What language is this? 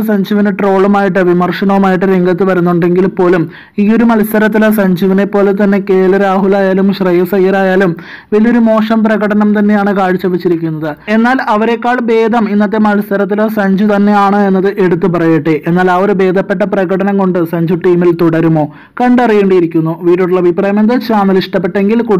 Malayalam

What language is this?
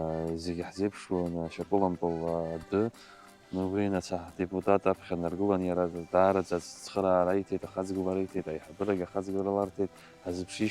Abkhazian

